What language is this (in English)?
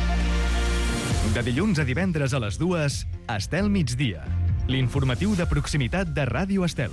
Catalan